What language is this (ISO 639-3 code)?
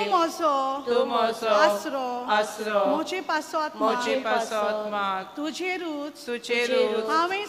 kok